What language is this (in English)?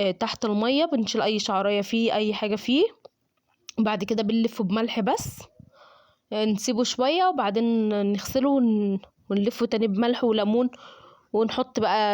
Egyptian Arabic